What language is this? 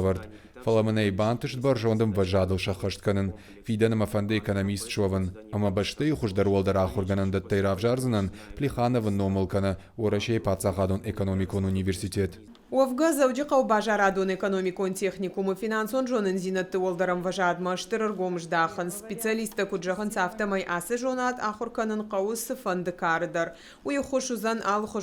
Ossetic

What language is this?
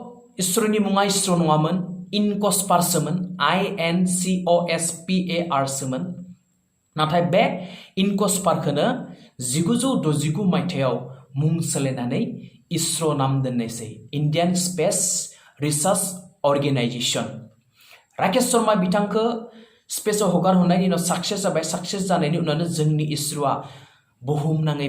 Bodo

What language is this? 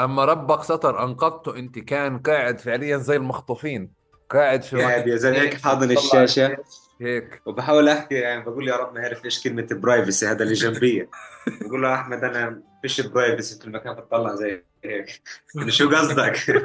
North Levantine Arabic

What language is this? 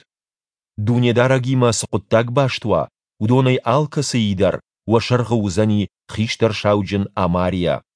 Ossetic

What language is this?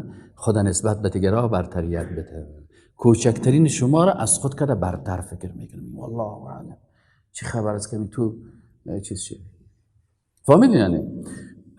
Persian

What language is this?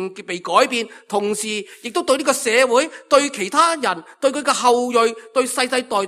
Cantonese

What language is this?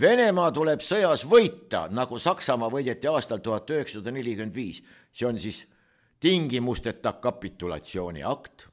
Estonian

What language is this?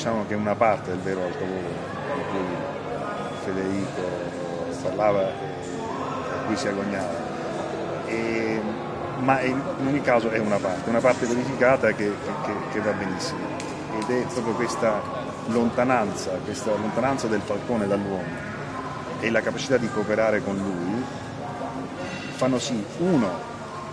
Italian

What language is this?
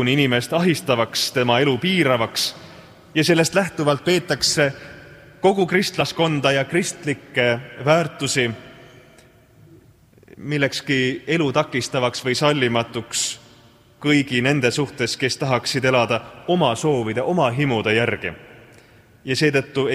Estonian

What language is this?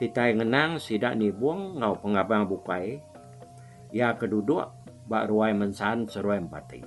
Iban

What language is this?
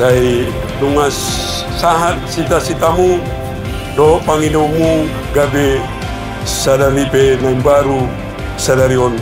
Batak Toba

